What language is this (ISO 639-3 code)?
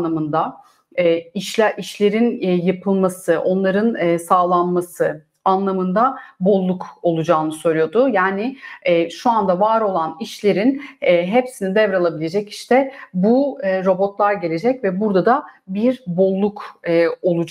tur